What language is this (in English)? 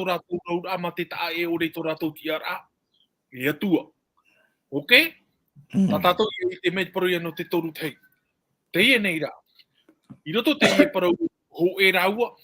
Tahitian